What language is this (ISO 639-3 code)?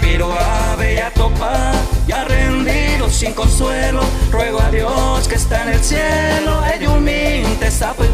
grn